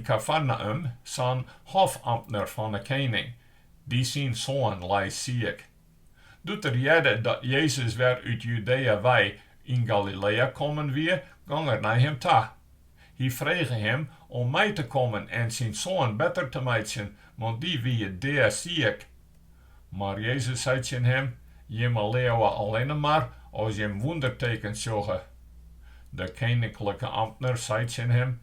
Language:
Western Frisian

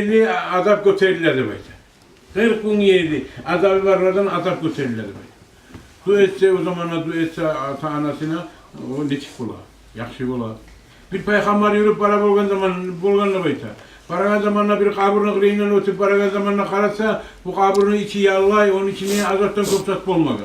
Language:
Kumyk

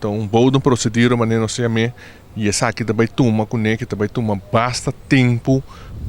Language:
Papiamento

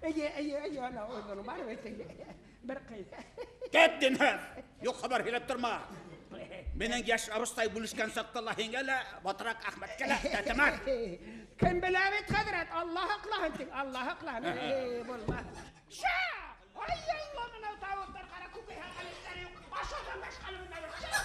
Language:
Bashkir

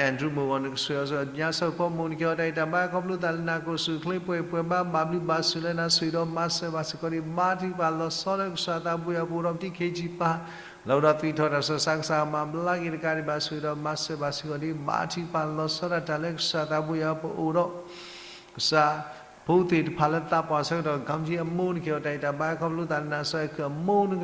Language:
S'gaw Karen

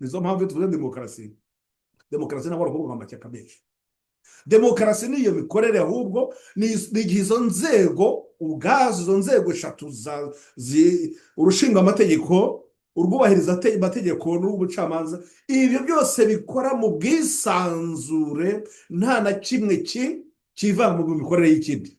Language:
Kinyarwanda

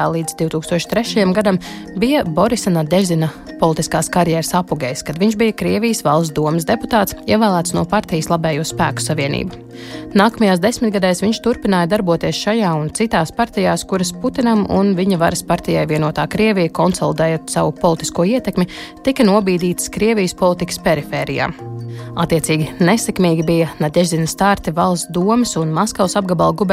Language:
Latvian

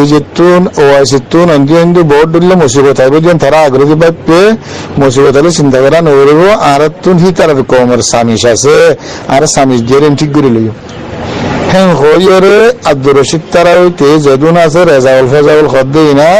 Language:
Rohingya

